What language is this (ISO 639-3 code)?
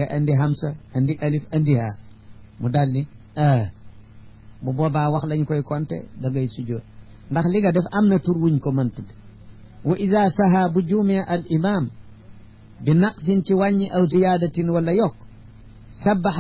wol